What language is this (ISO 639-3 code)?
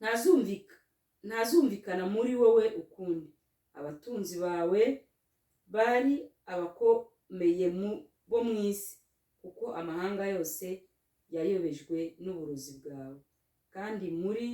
kin